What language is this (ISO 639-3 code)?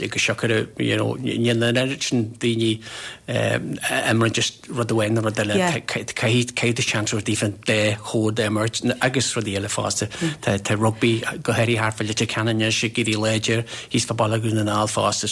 gle